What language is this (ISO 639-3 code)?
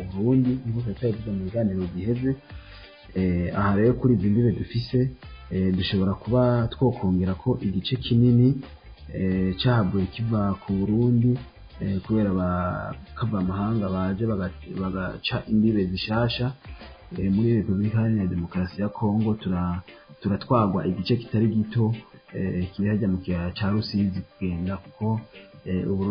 run